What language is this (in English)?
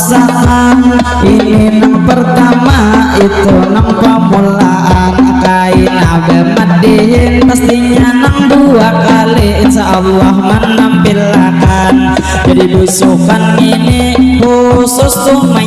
Banjar